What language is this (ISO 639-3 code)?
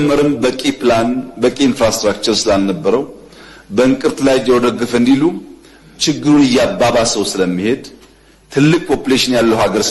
amh